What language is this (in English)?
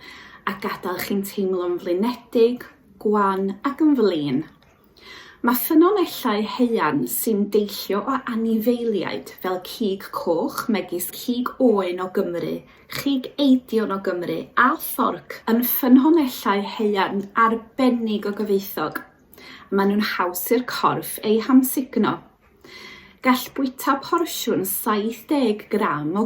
Welsh